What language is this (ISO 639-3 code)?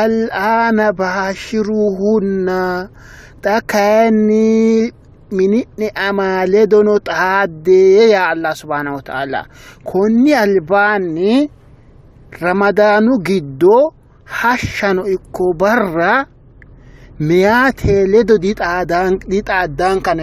sid